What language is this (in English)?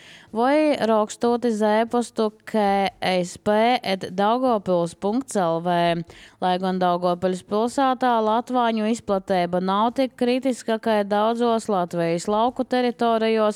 Latvian